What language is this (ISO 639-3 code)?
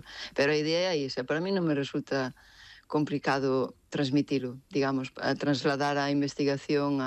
glg